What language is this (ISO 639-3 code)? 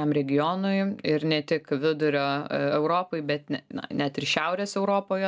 lit